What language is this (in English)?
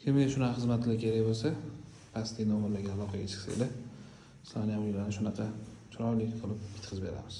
Uzbek